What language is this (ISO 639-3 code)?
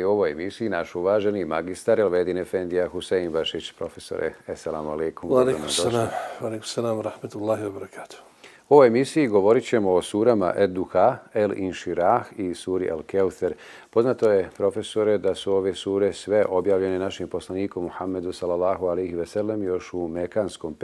bos